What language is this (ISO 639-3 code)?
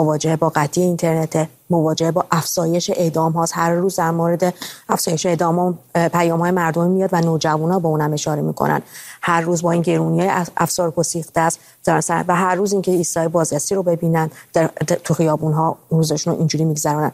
fas